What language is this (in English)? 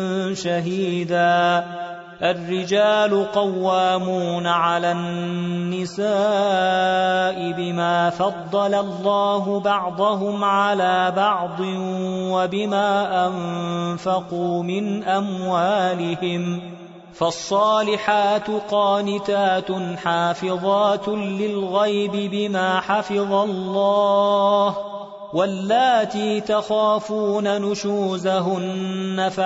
Arabic